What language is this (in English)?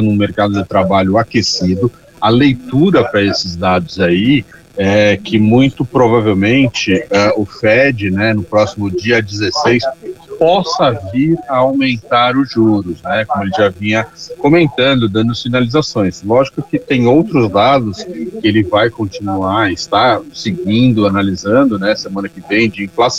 Portuguese